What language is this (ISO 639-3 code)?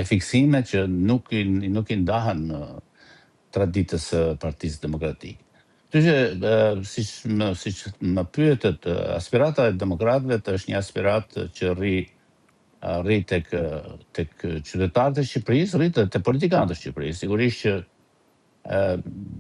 sqi